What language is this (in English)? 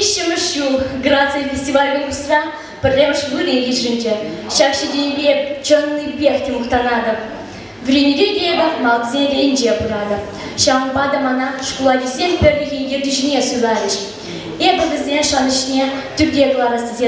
Chuvash